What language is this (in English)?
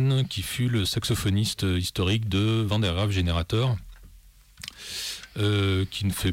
French